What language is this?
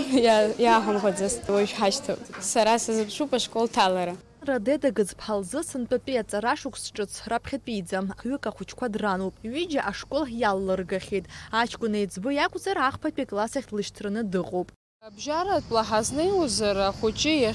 Abkhazian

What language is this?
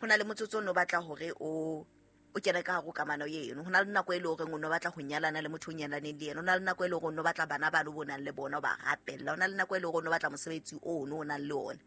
Southern Sotho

